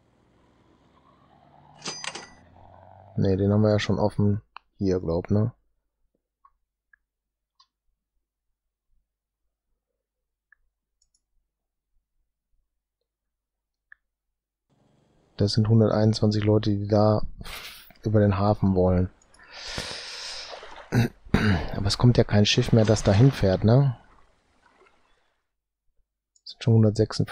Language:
German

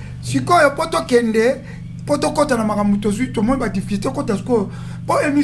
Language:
Lingala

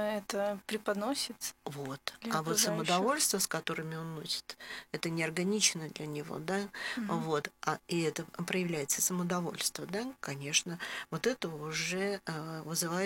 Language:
Russian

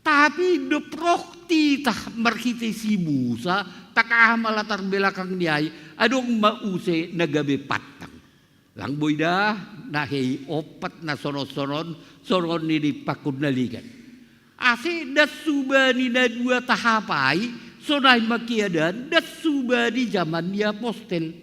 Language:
Batak Simalungun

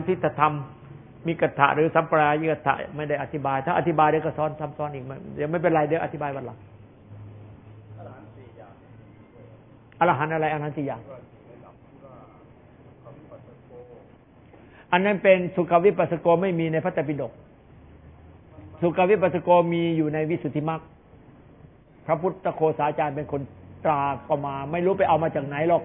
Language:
Thai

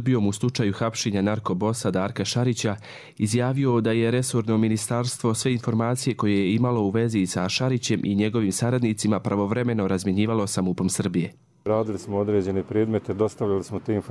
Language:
Croatian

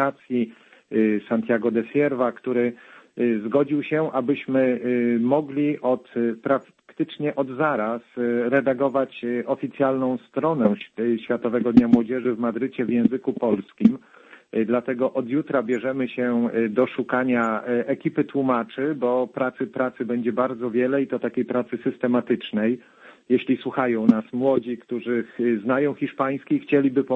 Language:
Polish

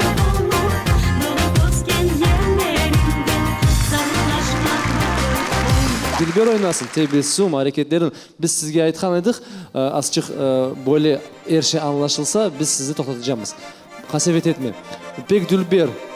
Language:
Crimean Tatar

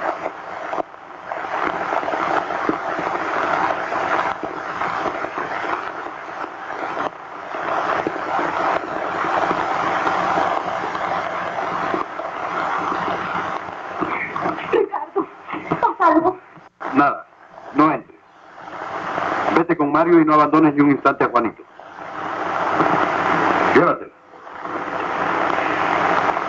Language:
Spanish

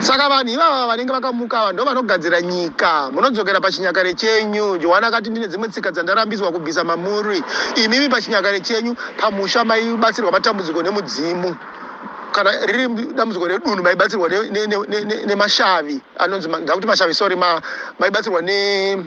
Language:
Shona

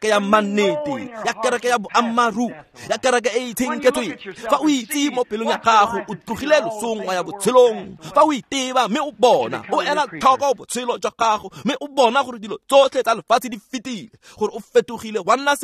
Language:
Tswana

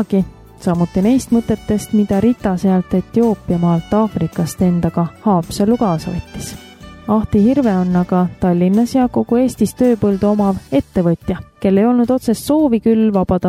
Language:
Estonian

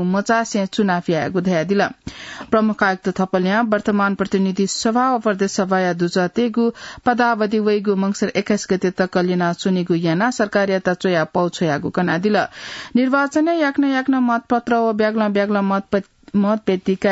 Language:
Newari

